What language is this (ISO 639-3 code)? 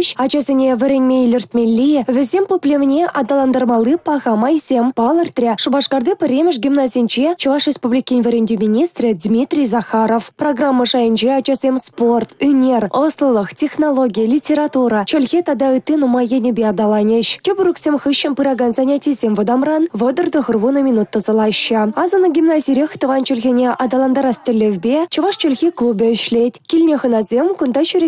chv